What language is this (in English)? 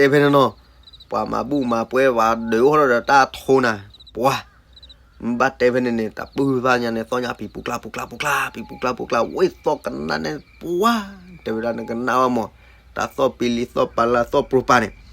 S'gaw Karen